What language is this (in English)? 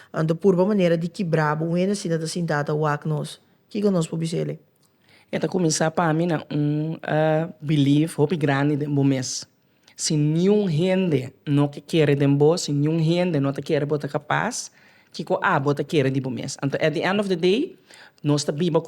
Papiamento